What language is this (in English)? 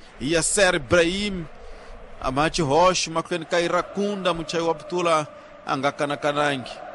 Tsonga